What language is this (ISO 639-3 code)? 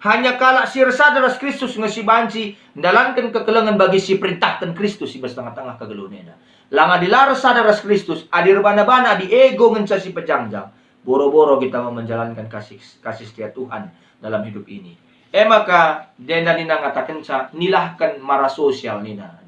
btx